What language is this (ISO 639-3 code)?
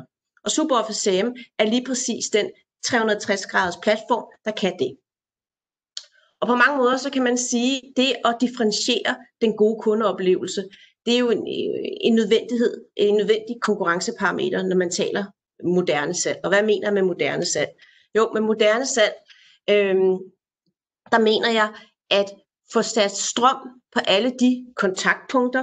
dan